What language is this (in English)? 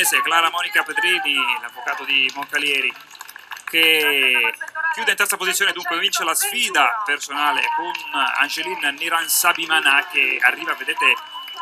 Italian